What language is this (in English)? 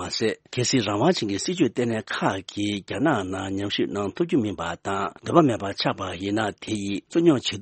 Tibetan